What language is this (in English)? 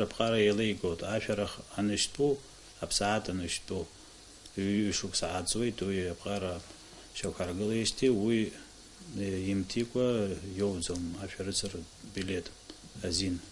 Abkhazian